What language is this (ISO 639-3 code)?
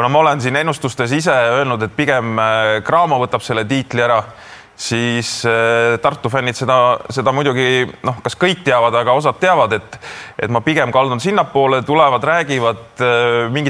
est